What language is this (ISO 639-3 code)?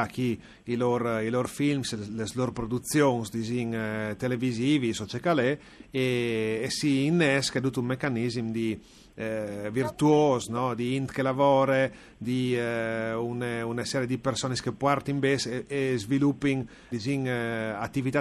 fur